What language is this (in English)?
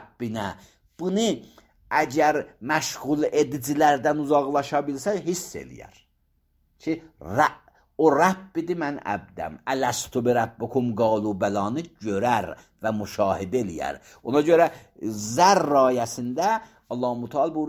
Azerbaijani